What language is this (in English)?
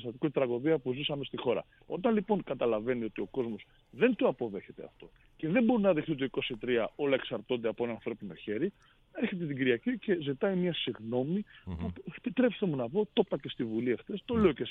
Greek